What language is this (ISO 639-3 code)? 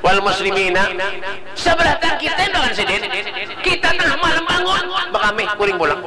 bjn